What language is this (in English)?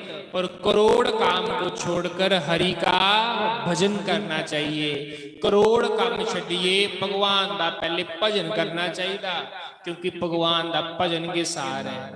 Dogri